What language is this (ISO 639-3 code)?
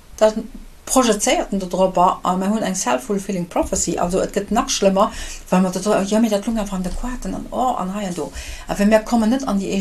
ltz